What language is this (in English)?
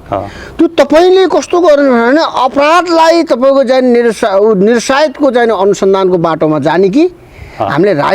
Nepali